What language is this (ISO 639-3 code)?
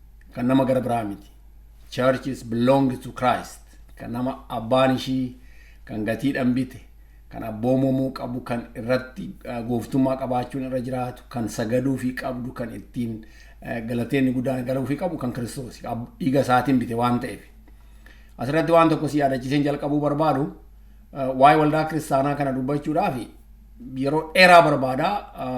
orm